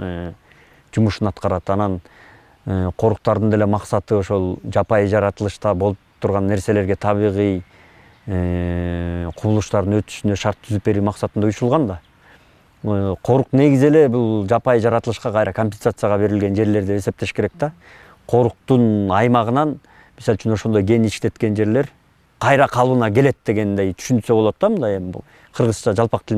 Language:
Kyrgyz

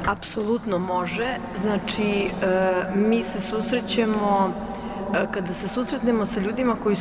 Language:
Serbian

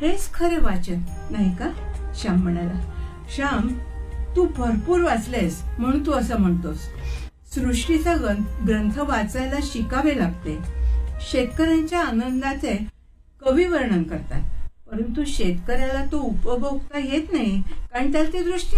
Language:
Marathi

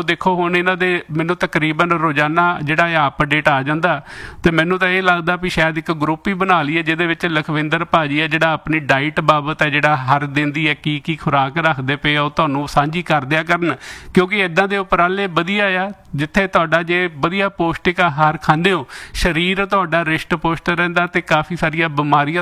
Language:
Punjabi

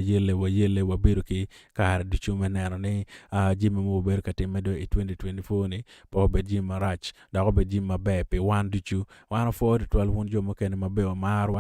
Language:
Acoli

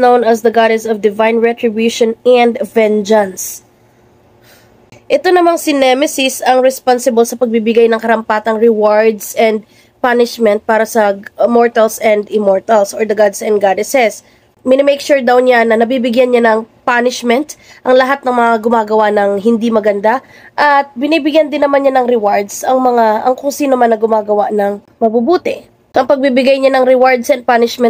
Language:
Filipino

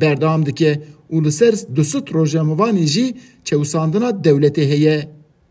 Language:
Kurdish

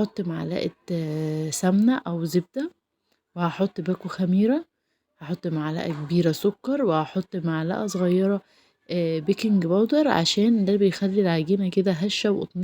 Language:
Egyptian Arabic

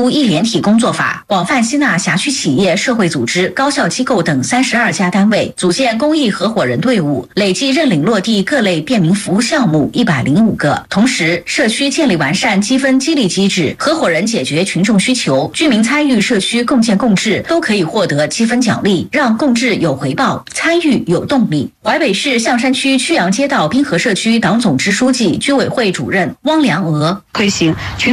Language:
Chinese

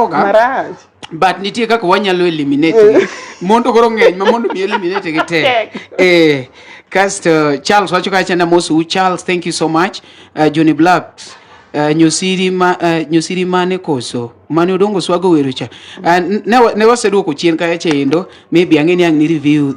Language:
Luo (Kenya and Tanzania)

